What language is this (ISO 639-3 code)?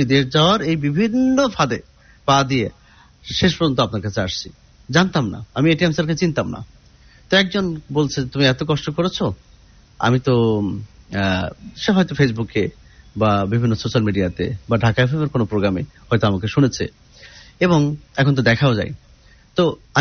ben